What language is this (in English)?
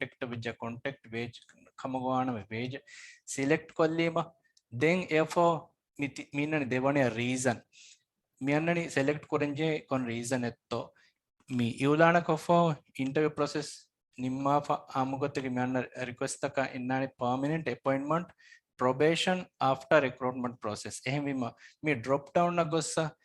Divehi